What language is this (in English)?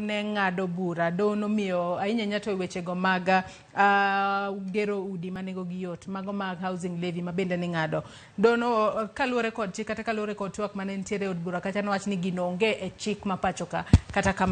Luo (Kenya and Tanzania)